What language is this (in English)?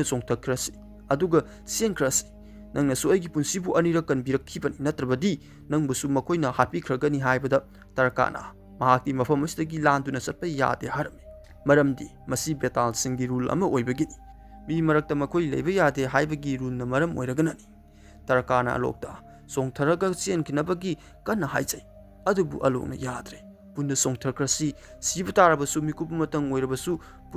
Manipuri